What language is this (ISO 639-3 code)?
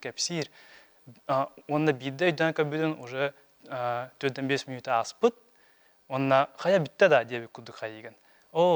sah